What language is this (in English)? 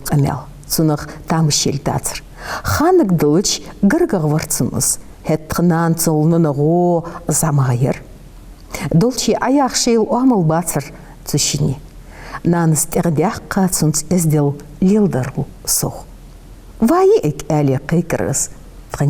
Ingush